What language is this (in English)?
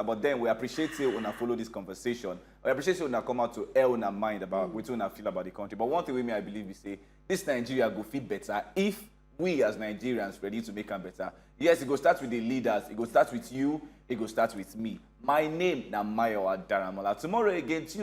Nigerian Pidgin